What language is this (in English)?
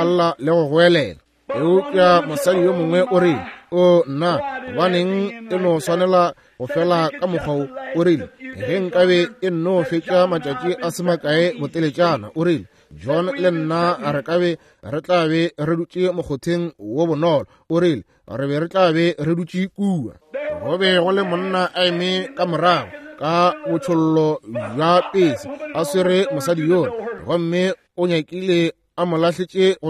Northern Sotho